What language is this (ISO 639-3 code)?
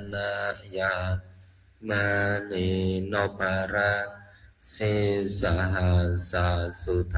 pli